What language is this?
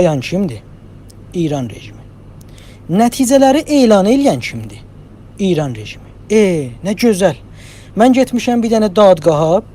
South Azerbaijani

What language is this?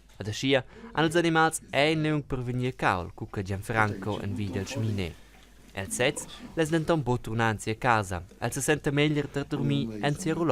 Romansh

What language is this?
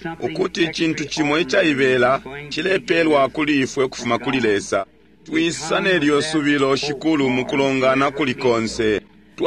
Bemba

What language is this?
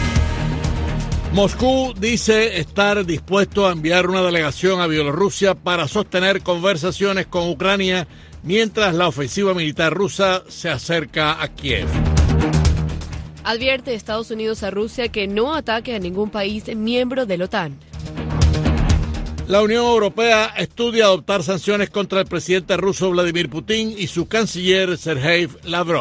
Spanish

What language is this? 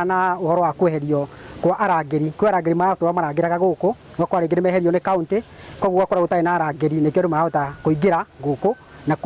Kikuyu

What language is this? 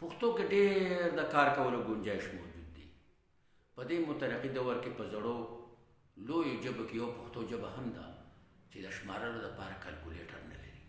Pashto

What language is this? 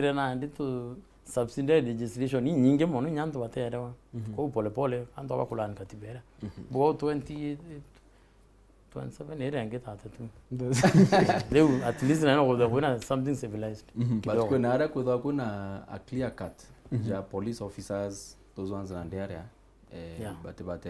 Meru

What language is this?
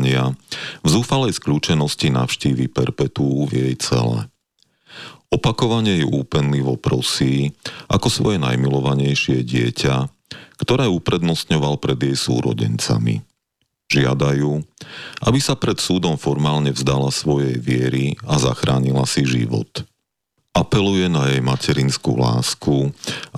Slovak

